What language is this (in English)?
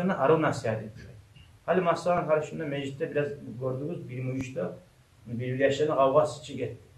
Kumyk